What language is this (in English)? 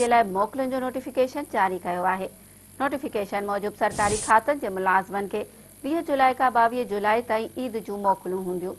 Sindhi